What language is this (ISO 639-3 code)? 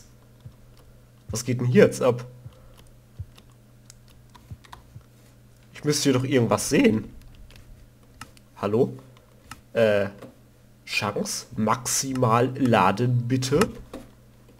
deu